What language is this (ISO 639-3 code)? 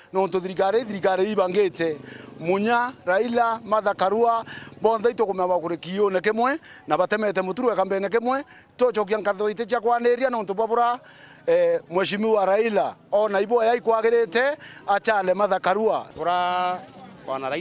mer